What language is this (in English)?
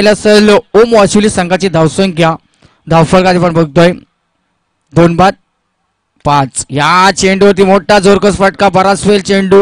Marathi